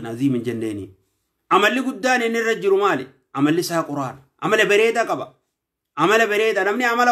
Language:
Oromo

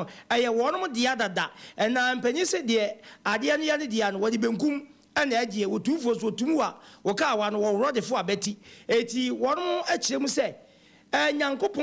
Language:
Akan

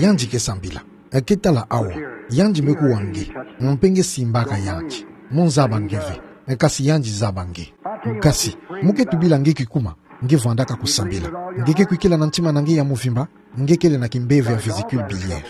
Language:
Kituba (Democratic Republic of Congo)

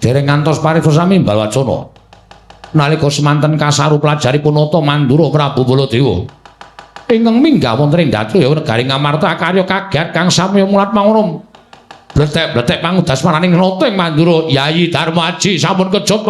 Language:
Javanese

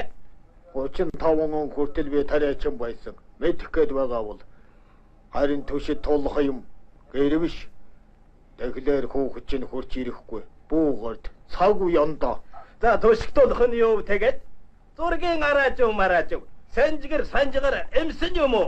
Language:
Mongolian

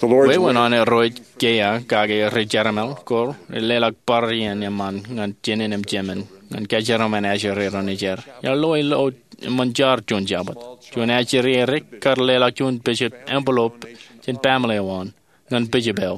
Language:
Marshallese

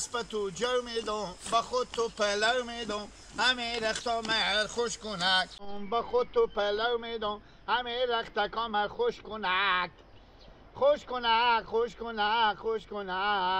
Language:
Hazaragi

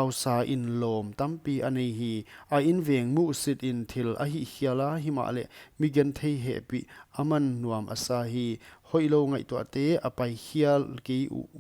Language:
Paite Chin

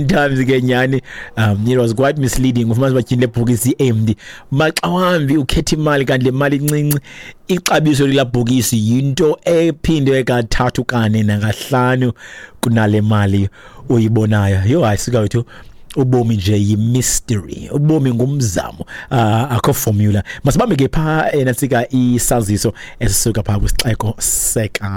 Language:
Xhosa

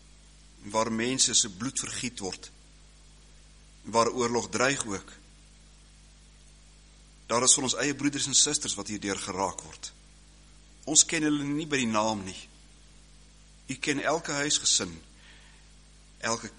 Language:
Afrikaans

